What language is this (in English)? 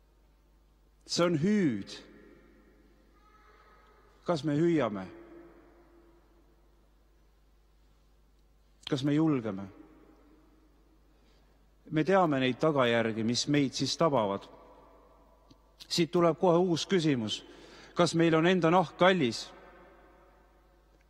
Estonian